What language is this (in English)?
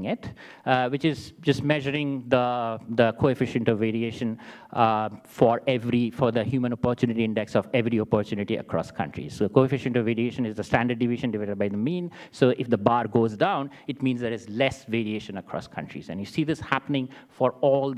English